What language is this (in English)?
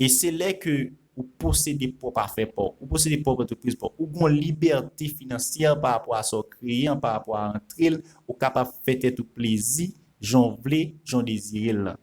Haitian Creole